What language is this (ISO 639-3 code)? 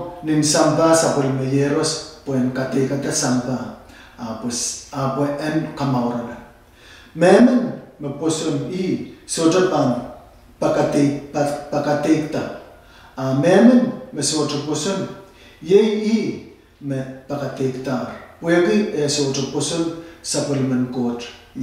pon